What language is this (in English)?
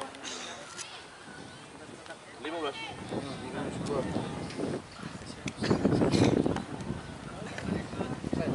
Indonesian